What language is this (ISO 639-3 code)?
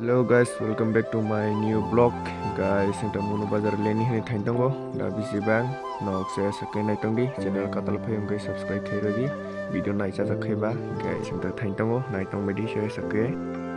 trp